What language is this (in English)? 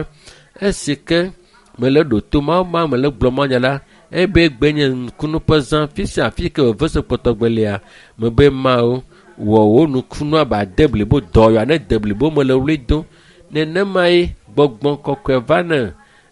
Ewe